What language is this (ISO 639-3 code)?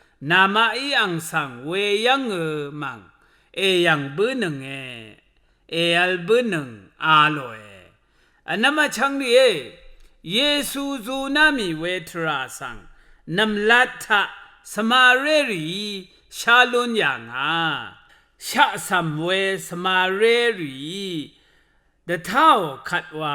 raw